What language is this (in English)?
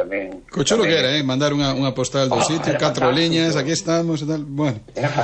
Galician